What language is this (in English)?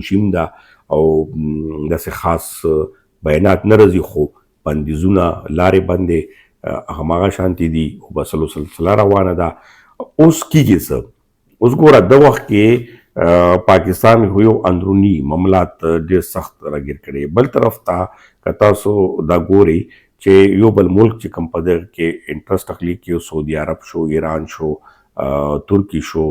Pashto